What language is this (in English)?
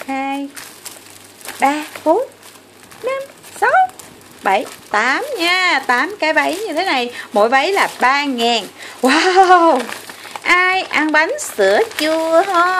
Vietnamese